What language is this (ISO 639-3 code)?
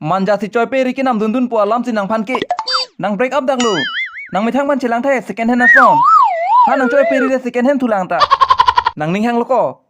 mjw